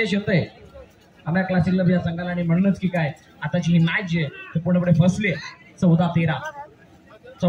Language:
Marathi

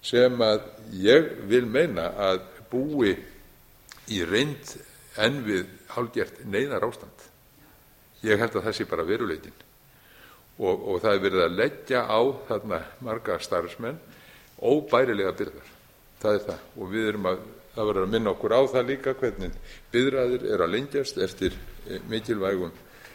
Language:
Icelandic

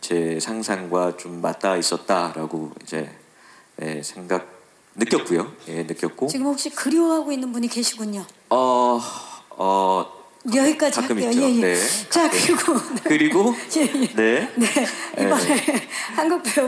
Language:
Korean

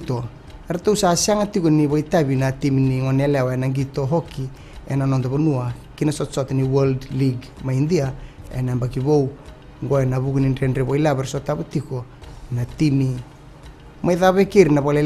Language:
Fijian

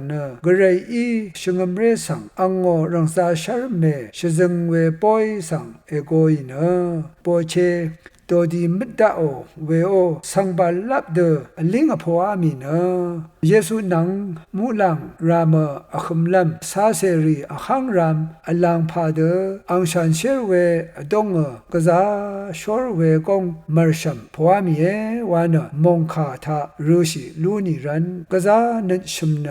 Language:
Rawang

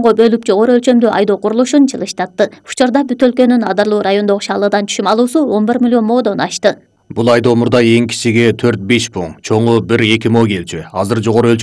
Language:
Kyrgyz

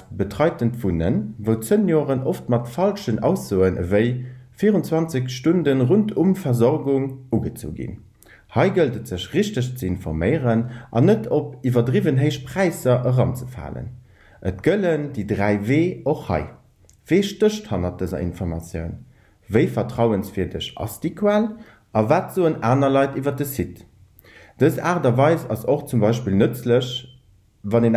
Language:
Luxembourgish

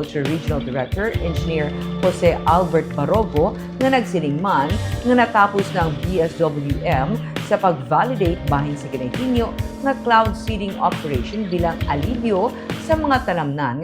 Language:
Hiligaynon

